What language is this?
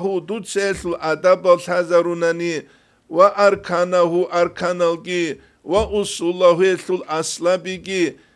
Avaric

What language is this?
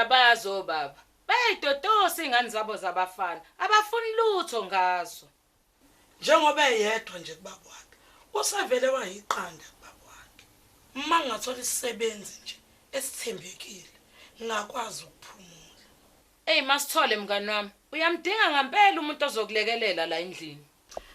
Zulu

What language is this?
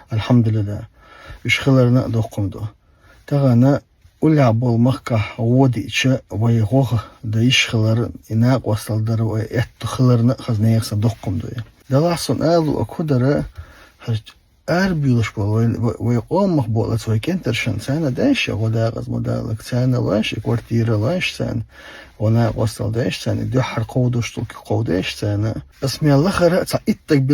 Chechen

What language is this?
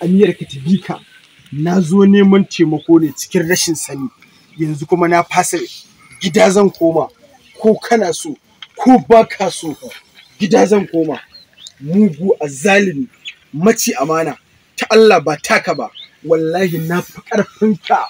Hausa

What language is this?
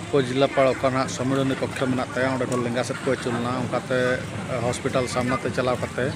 Santali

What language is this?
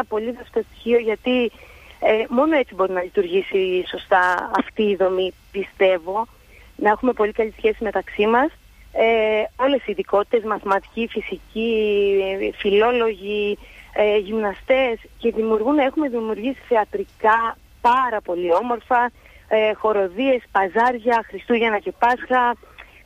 Greek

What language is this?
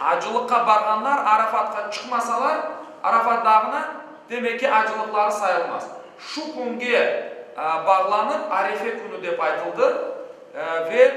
Crimean Tatar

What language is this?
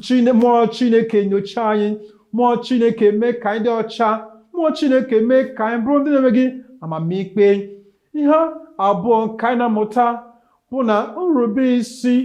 Igbo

